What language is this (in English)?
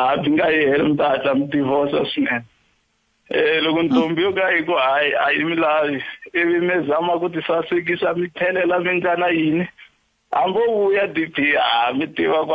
Tsonga